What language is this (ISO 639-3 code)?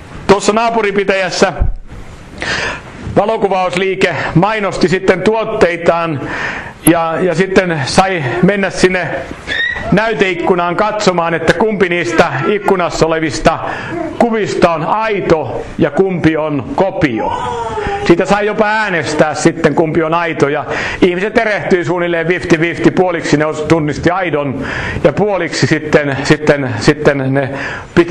fin